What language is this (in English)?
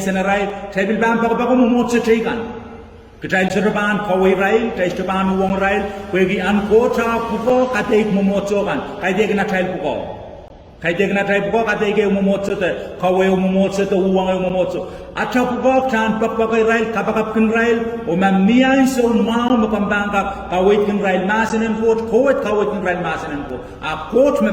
Pohnpeian